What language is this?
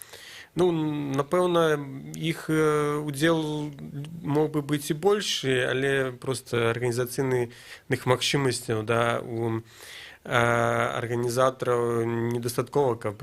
Belarusian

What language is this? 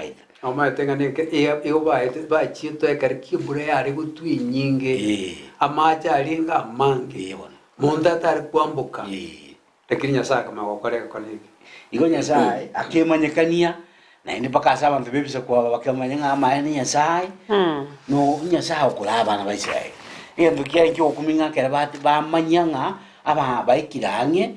Gusii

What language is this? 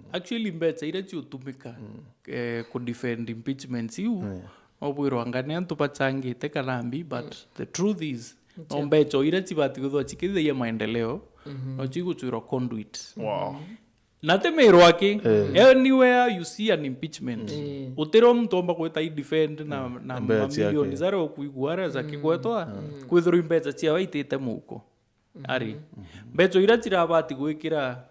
Meru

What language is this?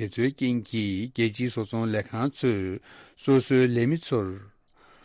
Tibetan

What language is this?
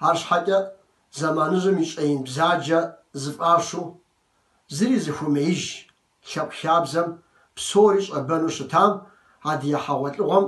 Kabardian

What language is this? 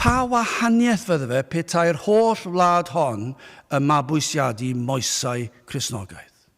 Welsh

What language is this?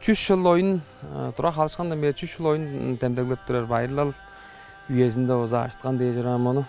Tuvinian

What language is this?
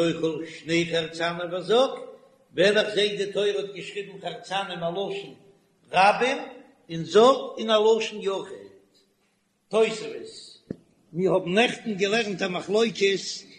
Yiddish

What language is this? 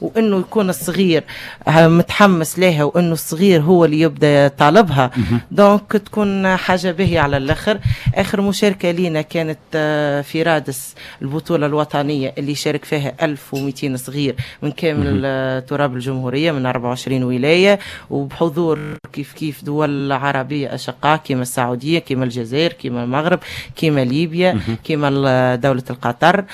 Tunisian Arabic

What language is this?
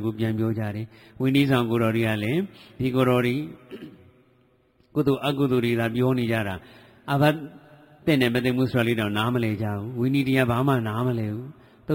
Burmese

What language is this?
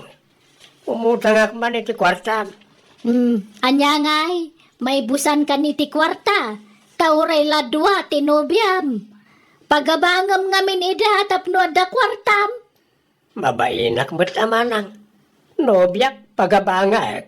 Iloko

